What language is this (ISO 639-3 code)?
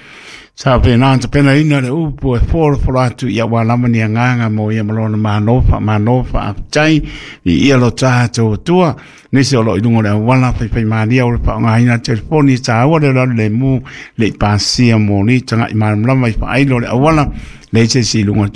smo